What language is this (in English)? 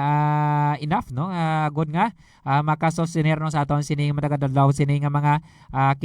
Hiligaynon